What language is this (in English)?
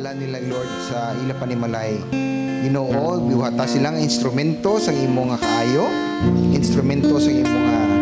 Hiligaynon